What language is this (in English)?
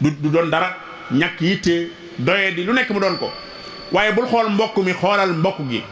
Wolof